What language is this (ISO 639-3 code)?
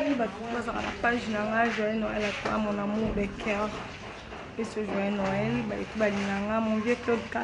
lin